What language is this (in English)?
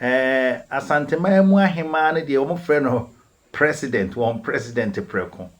Akan